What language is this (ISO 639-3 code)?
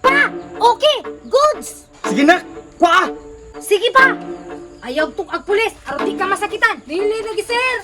ceb